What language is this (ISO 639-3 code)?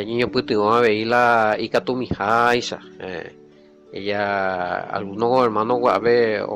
grn